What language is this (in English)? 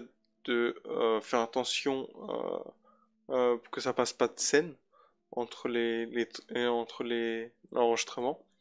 French